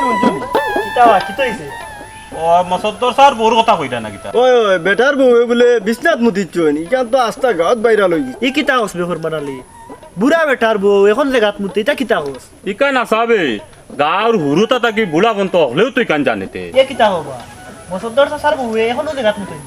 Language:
Sylheti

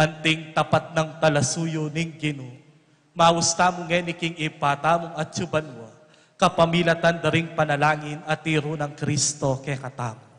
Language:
Pampanga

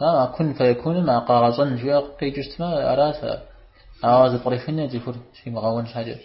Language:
Kabardian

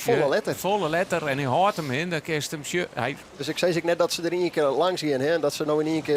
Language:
Western Frisian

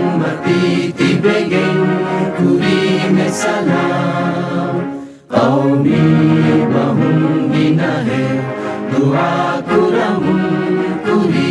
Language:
Divehi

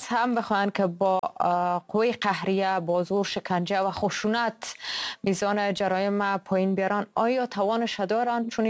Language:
Persian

